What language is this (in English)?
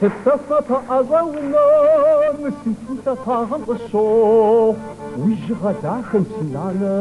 Kabardian